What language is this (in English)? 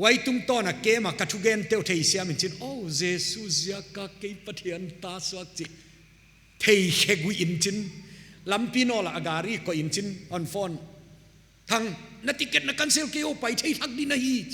Paite Chin